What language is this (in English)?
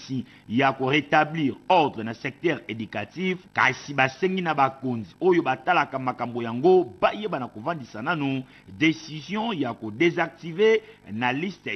Lingala